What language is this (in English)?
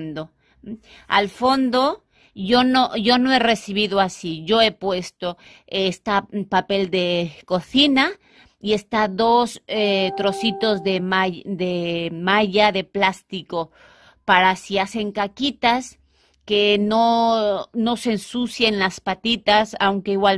Spanish